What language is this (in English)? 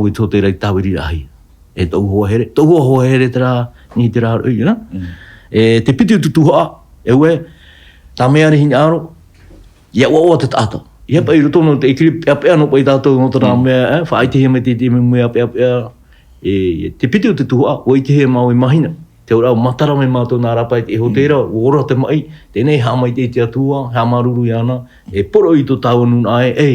Tahitian